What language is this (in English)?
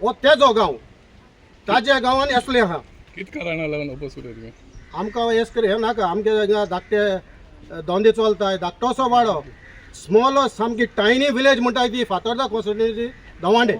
Konkani